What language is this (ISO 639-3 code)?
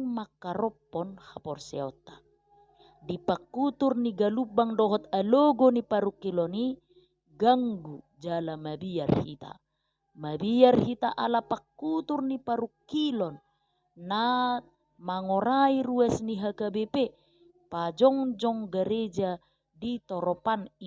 bbc